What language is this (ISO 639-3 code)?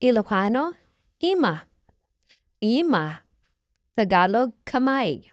ilo